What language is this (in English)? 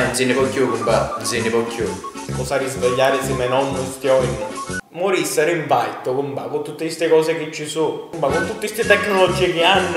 Sicilian